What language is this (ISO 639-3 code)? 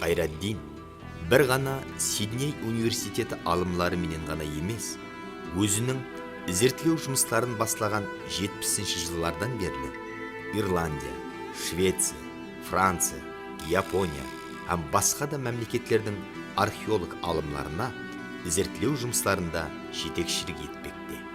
kaa